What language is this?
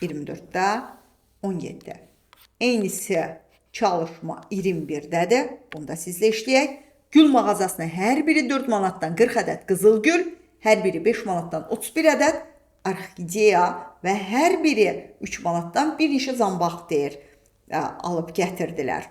Azerbaijani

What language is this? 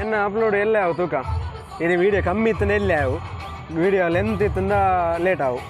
Tulu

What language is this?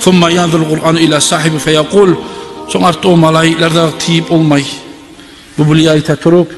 Kumyk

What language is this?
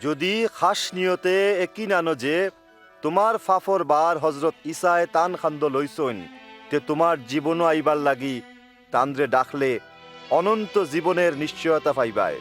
Sylheti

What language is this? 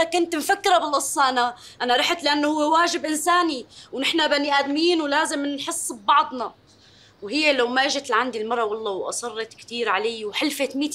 North Levantine Arabic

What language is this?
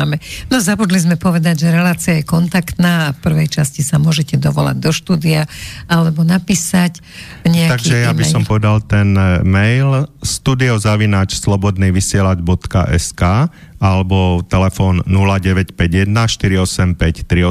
Slovak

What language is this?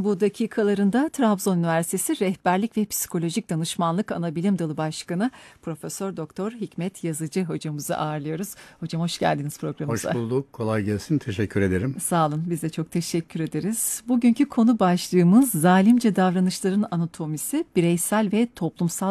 Turkish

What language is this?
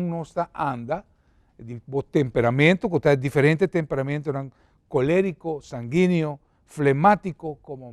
Papiamento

